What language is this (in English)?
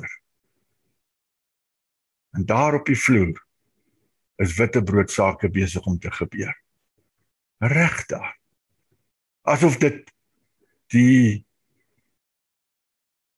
Afrikaans